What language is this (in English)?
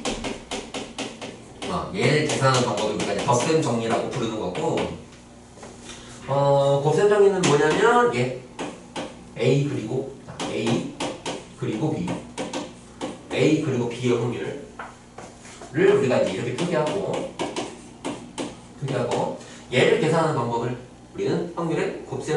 Korean